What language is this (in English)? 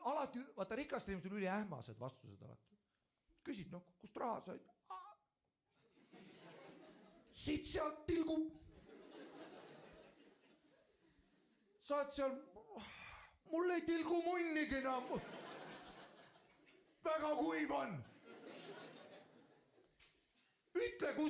Estonian